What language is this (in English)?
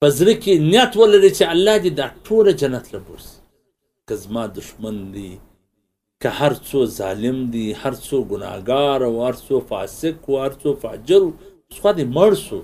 Pashto